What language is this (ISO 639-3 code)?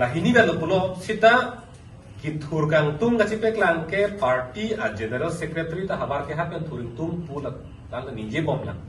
mjw